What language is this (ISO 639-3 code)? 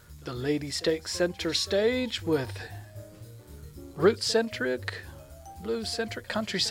eng